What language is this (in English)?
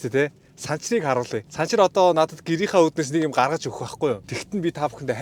Mongolian